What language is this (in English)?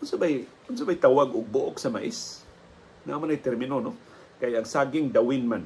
Cebuano